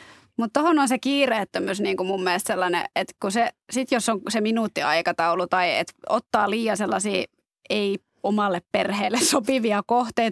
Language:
Finnish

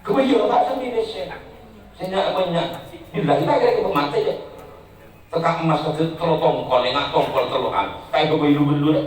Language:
Madurese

